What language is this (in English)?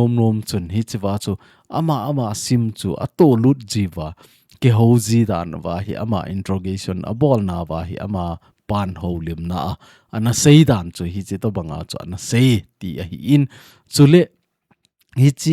Thado Chin